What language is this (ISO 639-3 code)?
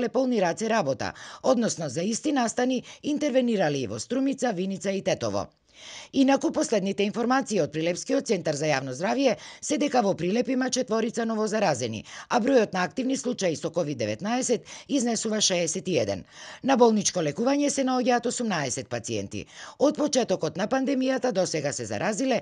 mkd